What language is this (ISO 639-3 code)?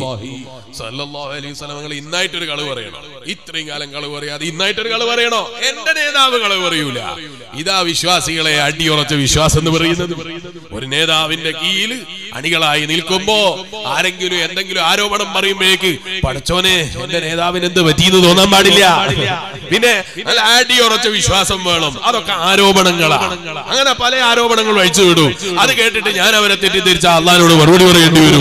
mal